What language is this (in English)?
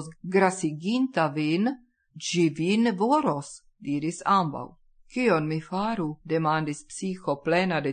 Esperanto